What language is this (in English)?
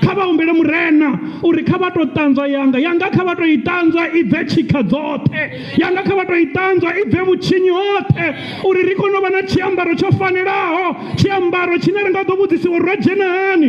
Venda